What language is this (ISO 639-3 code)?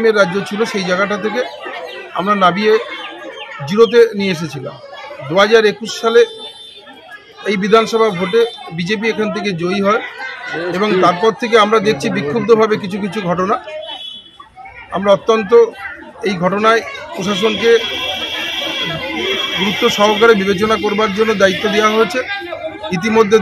ben